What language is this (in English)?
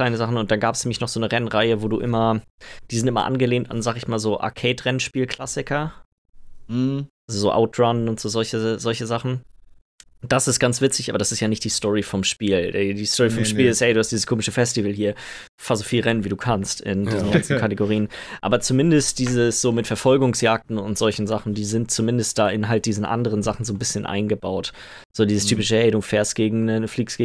German